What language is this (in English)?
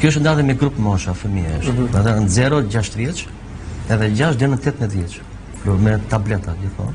Albanian